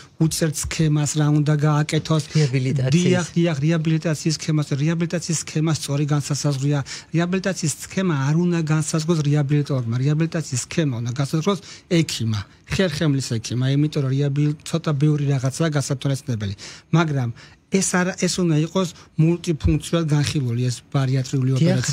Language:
Georgian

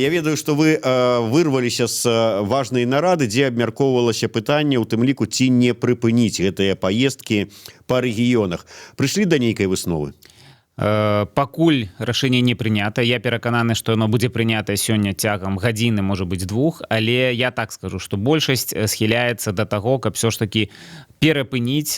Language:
Belarusian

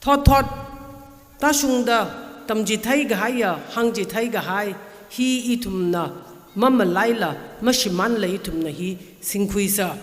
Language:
Tangkhul Naga (India)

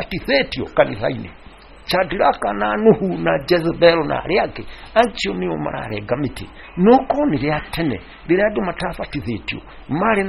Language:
Kikuyu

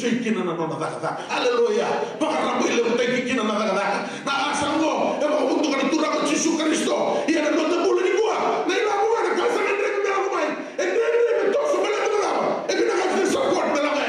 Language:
Fijian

